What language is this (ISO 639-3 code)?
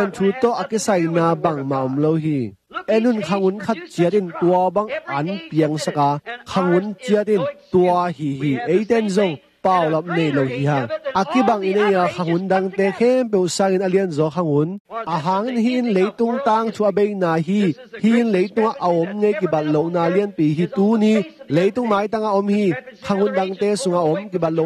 ctd